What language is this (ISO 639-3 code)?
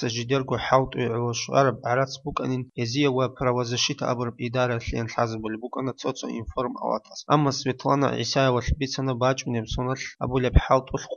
ava